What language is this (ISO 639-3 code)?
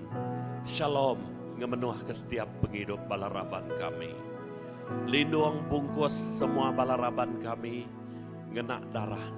iba